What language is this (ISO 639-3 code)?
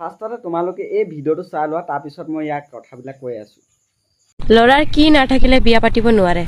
asm